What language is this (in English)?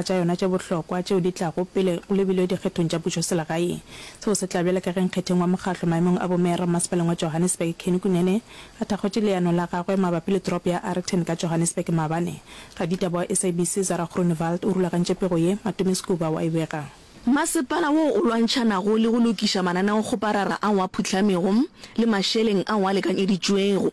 Northern Sotho